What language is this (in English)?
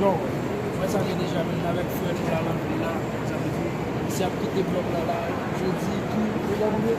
Haitian Creole